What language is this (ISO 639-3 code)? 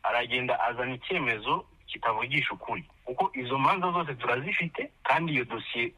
kin